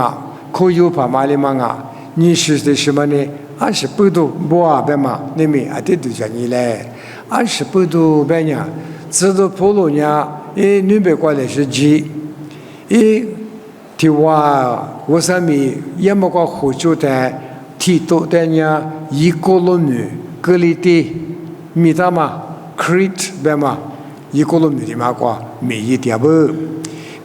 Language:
Lisu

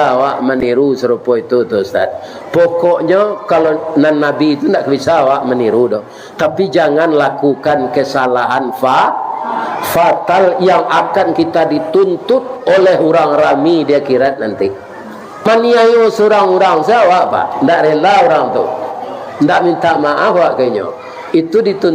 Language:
Minangkabau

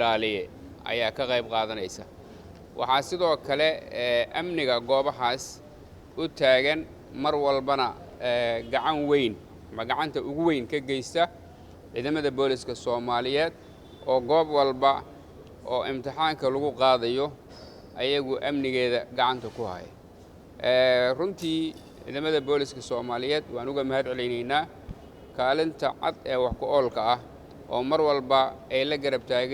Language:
Somali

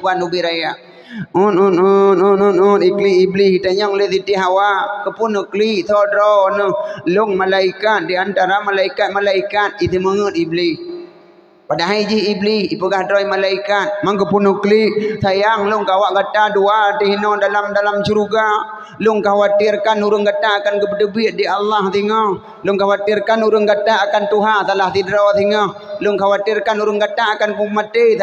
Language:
Achinese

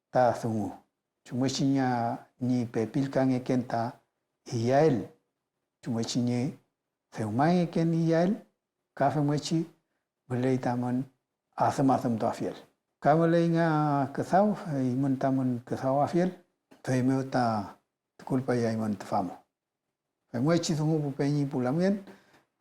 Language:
Mapuche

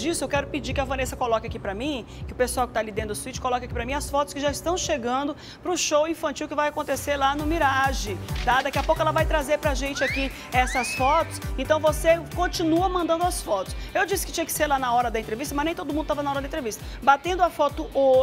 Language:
Portuguese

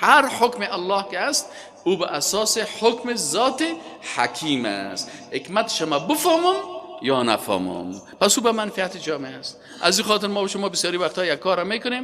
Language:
Persian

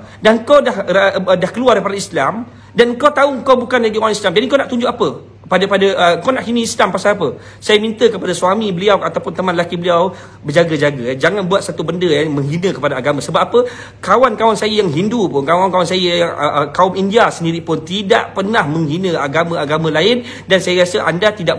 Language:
Malay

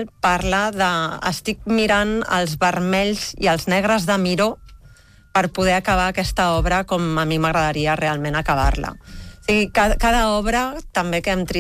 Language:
Catalan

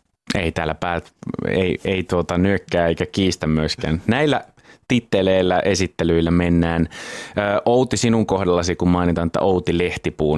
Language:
Finnish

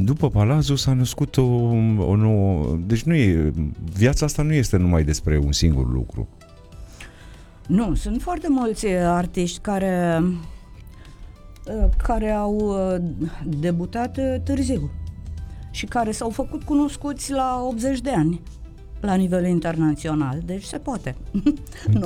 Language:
Romanian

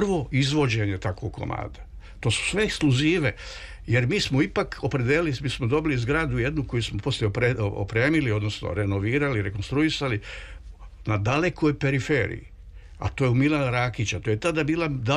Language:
Serbian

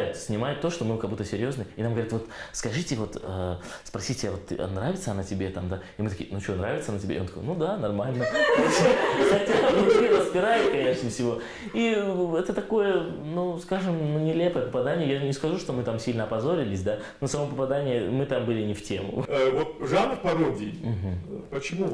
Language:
Russian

